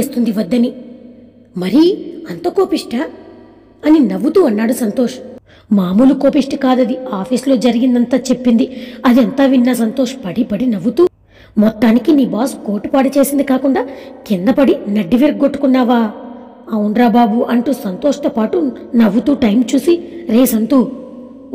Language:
Telugu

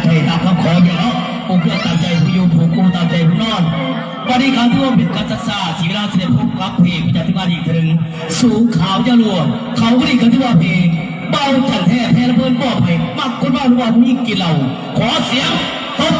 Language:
Lao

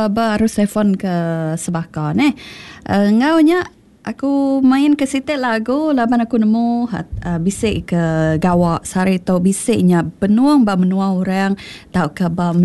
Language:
Iban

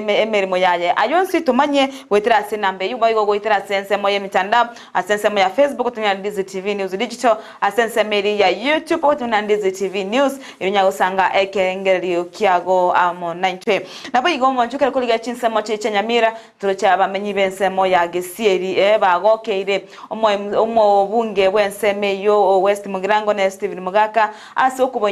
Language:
Gusii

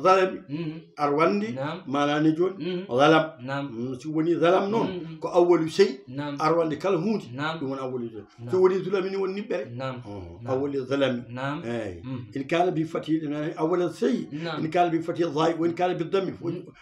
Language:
Fula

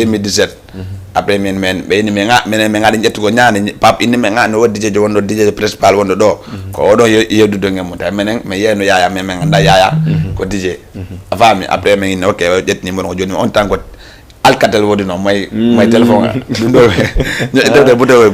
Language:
Fula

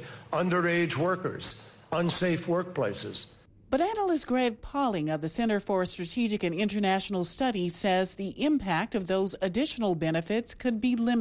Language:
English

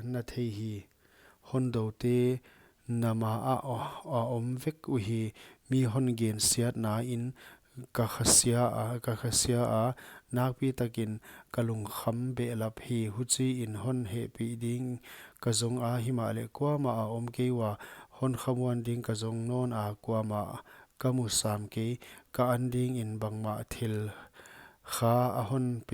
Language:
Paite Chin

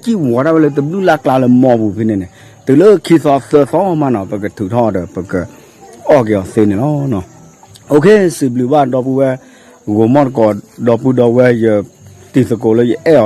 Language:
S'gaw Karen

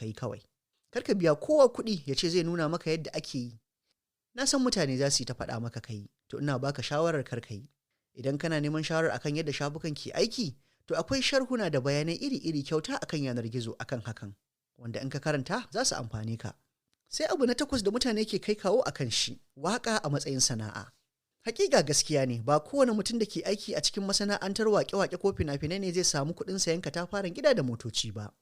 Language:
Hausa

